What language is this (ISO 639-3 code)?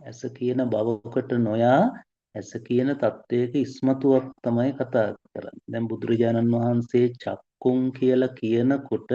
sin